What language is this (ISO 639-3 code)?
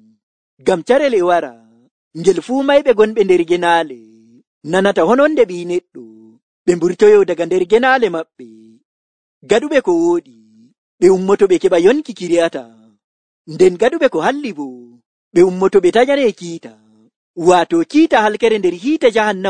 fuv